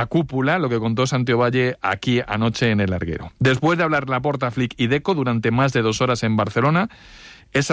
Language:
Spanish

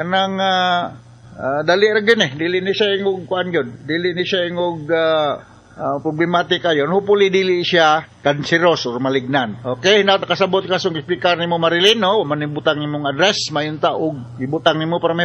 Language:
Cebuano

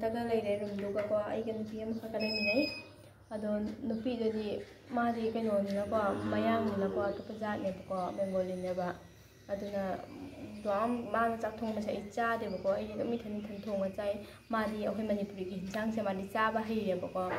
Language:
Manipuri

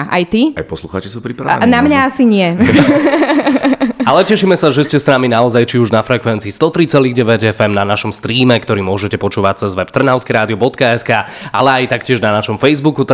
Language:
Slovak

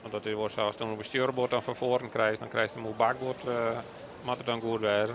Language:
Western Frisian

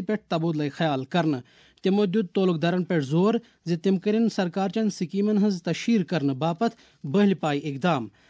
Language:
Kashmiri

